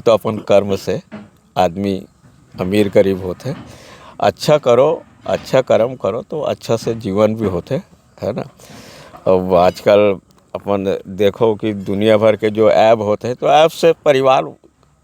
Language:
Chhattisgarhi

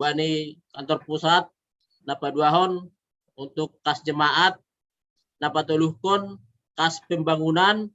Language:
Batak Simalungun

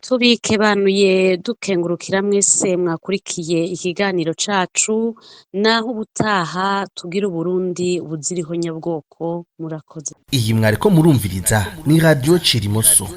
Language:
Rundi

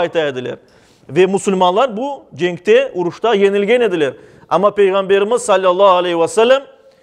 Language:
Crimean Tatar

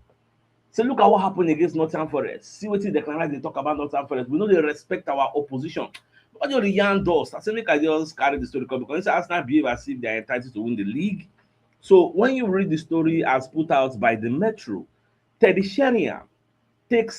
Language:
Nigerian Pidgin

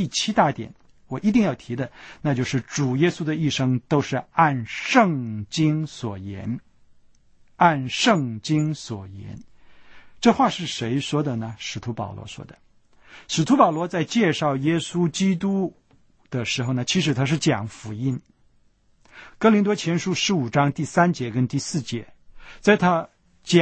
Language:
Chinese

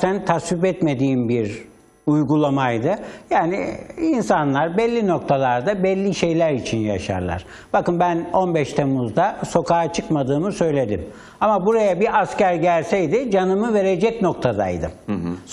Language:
Turkish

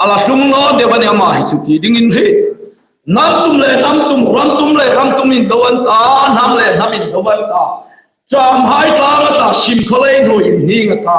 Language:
Hmar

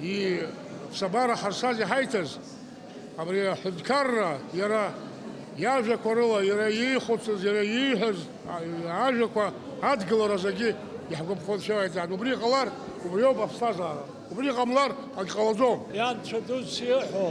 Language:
Abkhazian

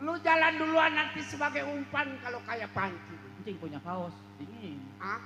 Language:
Betawi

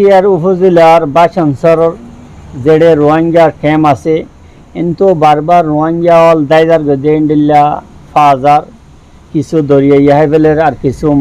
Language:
Rohingya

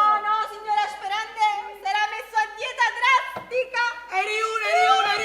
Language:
Neapolitan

